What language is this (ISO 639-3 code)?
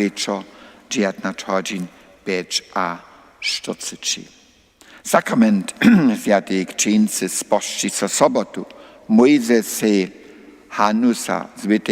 hsb